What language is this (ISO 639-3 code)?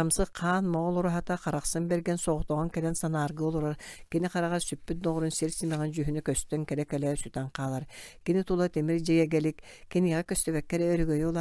sah